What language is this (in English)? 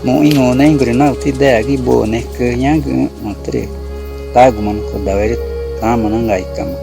Ticuna